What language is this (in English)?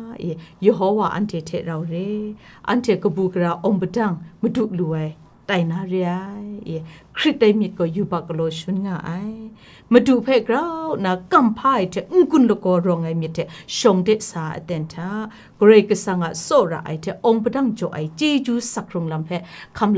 Kachin